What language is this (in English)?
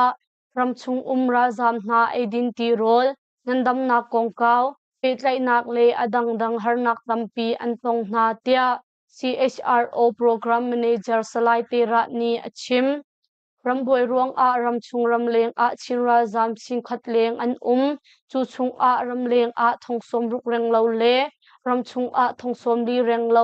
Hakha Chin